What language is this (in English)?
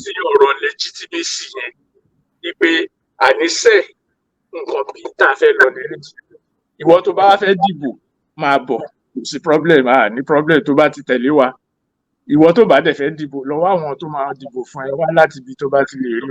Yoruba